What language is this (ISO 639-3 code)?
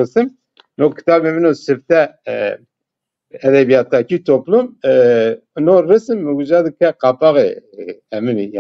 zza